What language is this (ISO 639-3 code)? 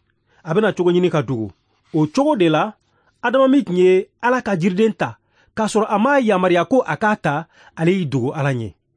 bam